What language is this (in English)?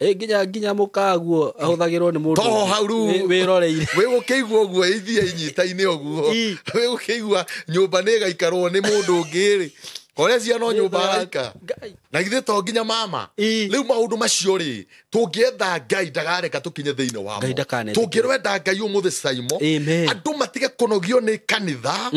Kikuyu